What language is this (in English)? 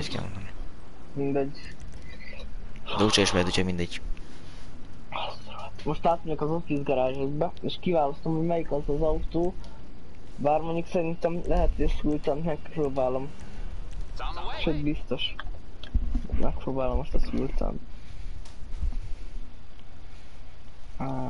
Hungarian